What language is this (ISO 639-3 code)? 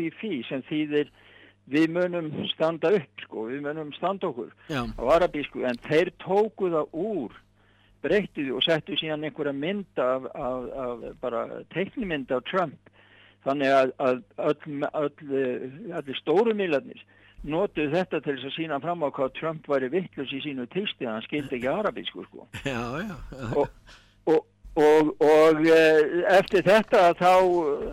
isl